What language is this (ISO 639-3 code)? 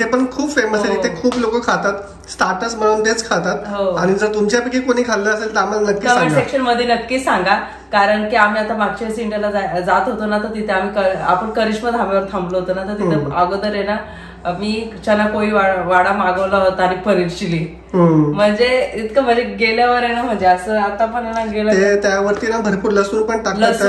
mar